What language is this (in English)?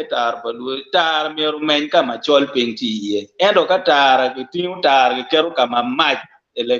Acoli